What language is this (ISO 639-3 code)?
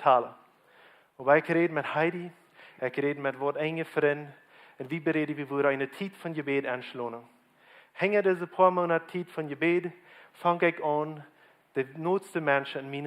pdt